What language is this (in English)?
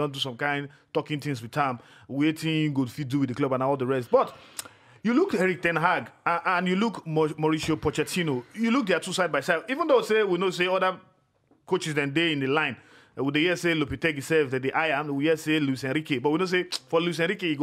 Nigerian Pidgin